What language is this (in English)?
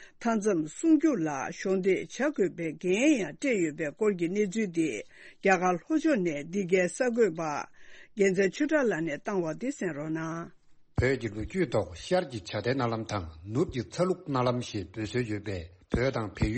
Tibetan